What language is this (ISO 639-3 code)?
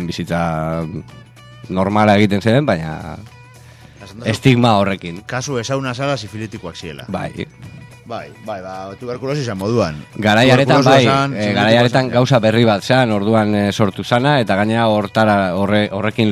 eus